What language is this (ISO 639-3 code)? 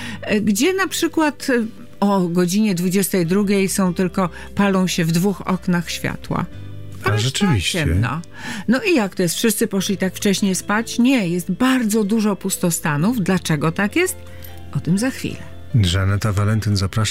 pol